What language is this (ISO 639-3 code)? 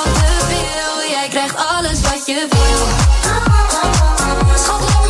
nld